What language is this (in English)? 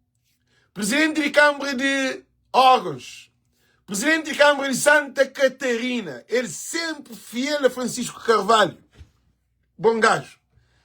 Kabuverdianu